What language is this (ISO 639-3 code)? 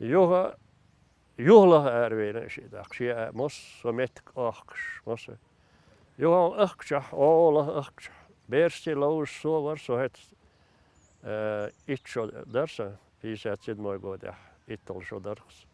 che